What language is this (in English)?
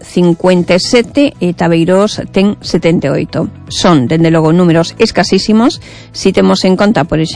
Galician